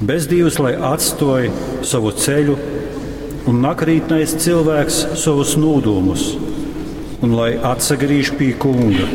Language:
Latgalian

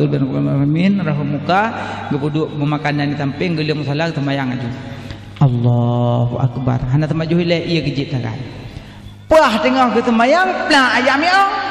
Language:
Achinese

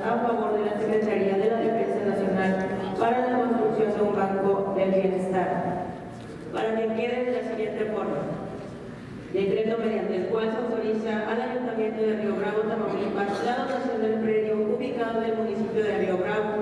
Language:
Spanish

